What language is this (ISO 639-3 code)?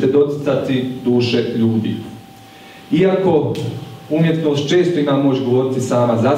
hrv